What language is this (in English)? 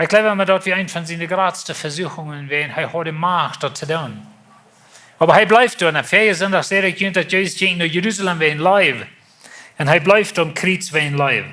Plautdietsch